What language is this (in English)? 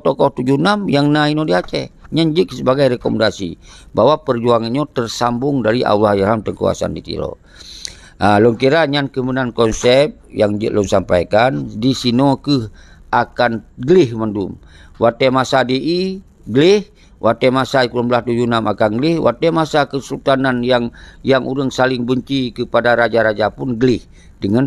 Achinese